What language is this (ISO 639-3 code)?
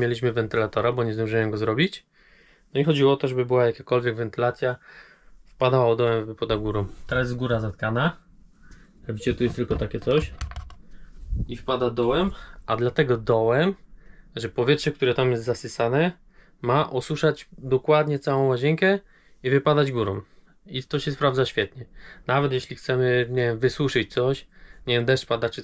pol